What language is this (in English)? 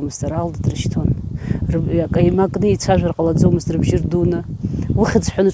Abkhazian